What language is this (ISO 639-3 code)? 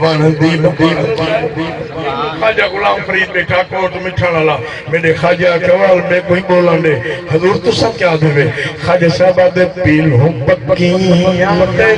skr